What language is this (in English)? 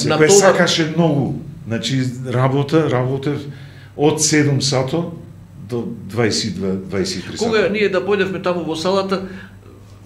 Macedonian